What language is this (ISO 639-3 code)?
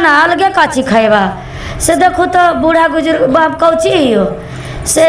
mag